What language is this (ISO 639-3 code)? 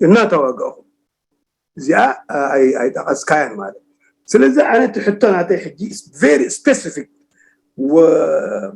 tir